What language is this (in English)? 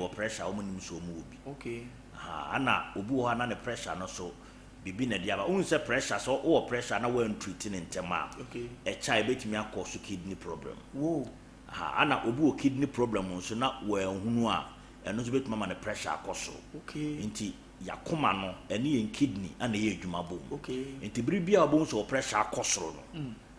Akan